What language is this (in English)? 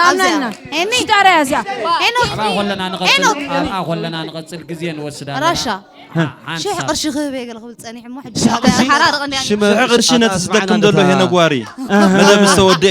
Tigrinya